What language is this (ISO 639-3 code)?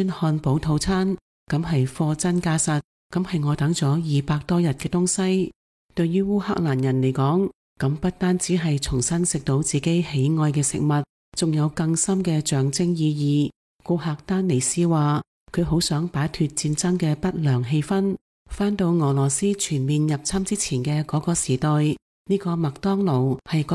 yue